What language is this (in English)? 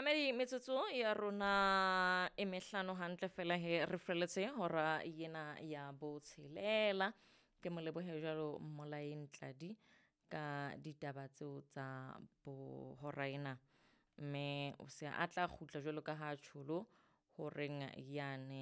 Southern Sotho